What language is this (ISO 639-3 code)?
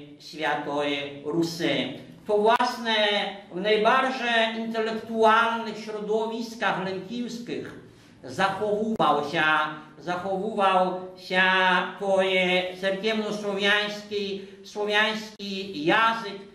rue